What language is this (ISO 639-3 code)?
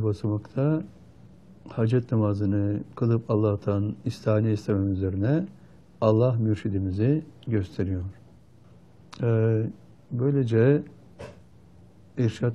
tur